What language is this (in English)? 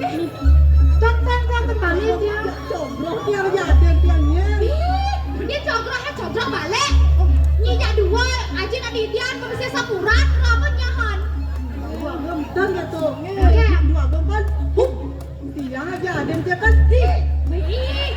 Balinese